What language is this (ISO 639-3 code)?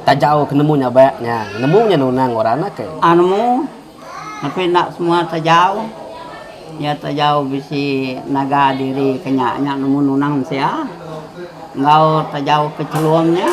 iba